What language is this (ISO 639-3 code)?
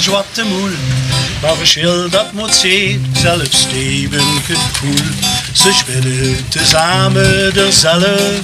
lim